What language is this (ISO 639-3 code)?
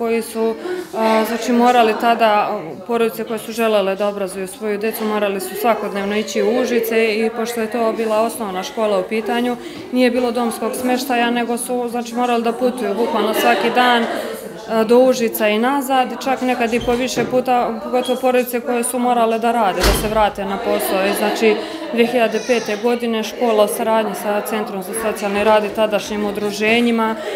srp